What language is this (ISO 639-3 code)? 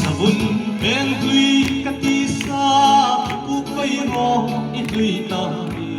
hmr